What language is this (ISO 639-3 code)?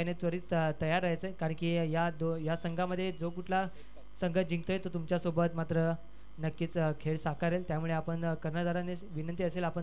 mar